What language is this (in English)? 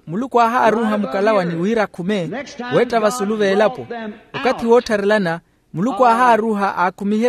Makhuwa